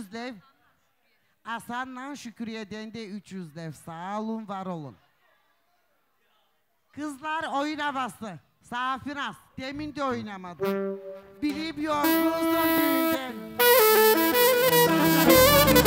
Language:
Turkish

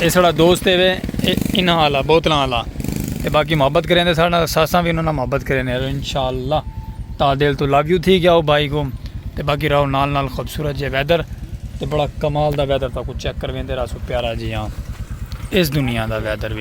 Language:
Saraiki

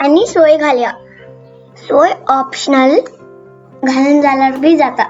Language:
Konkani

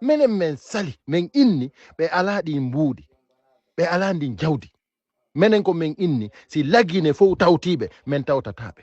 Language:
Fula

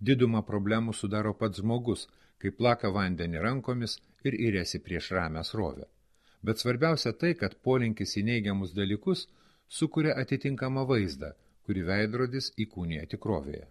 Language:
Lithuanian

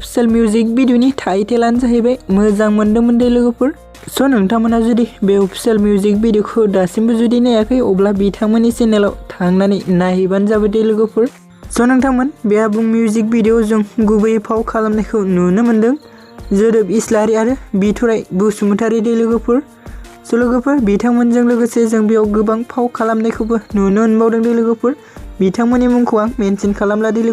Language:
Bodo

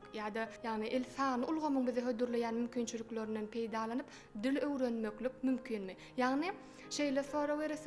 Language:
Turkmen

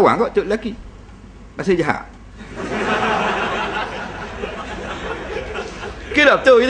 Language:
Malay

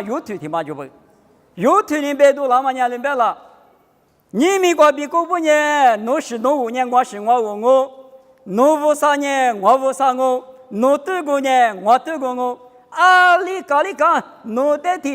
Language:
Lisu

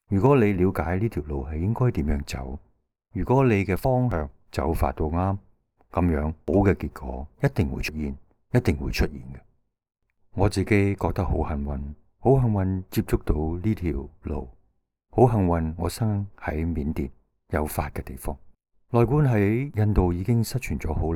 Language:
Cantonese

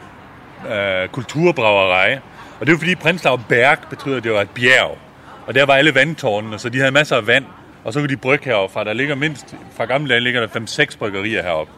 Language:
Danish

